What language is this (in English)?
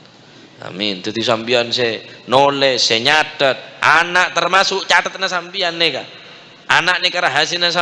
Madurese